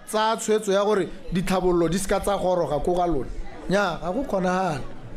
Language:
Tswana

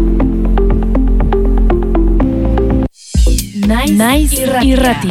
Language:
Basque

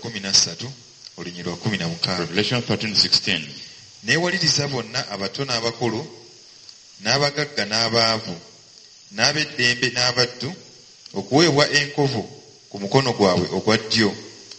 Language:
Ganda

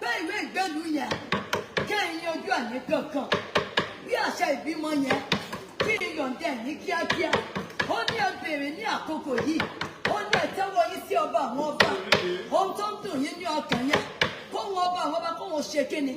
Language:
Yoruba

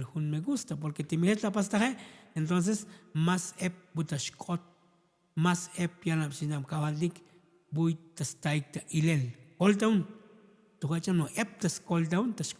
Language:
Tzotzil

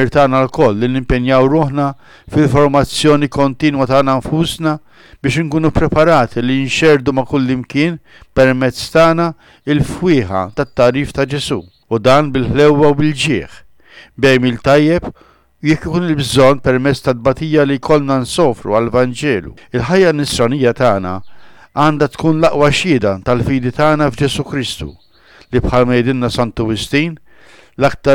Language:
Maltese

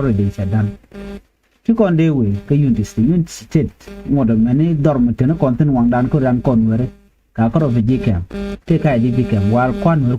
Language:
Nuer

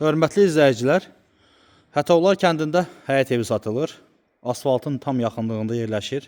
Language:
Azerbaijani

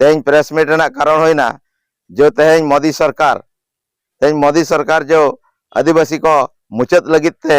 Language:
Santali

